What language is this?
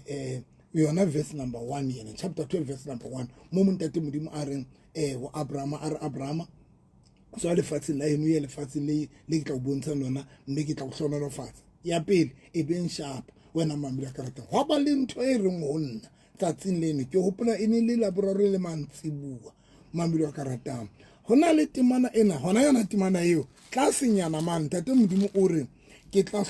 Southern Sotho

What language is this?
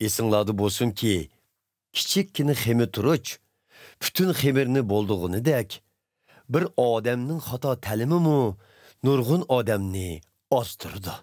Uyghur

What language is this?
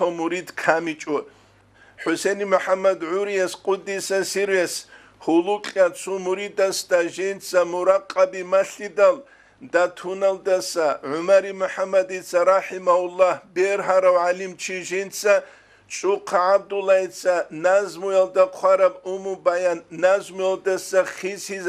Avaric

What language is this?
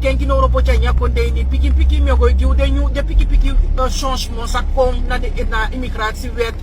Sranan Tongo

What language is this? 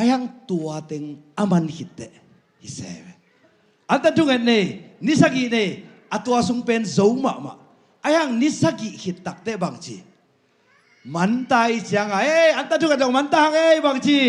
Tedim Chin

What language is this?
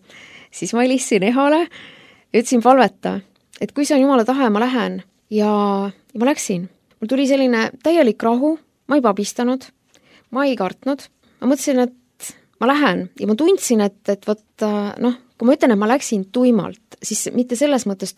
Estonian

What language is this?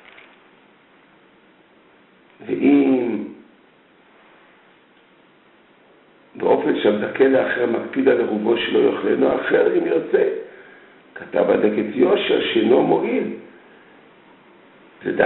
Hebrew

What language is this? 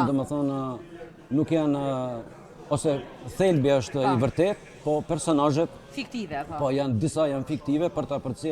Albanian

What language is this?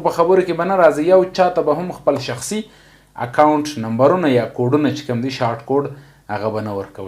Pashto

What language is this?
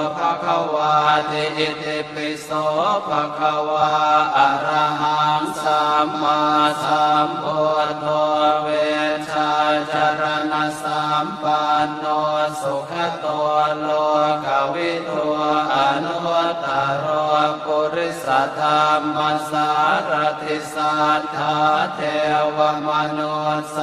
Pali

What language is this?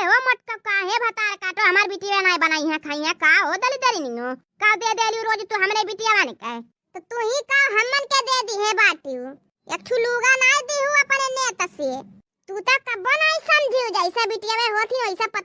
Awadhi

